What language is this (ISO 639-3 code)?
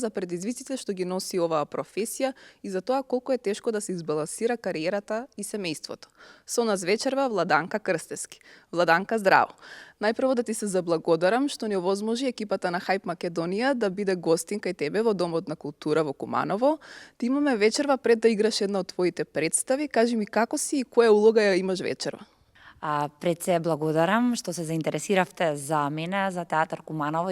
mkd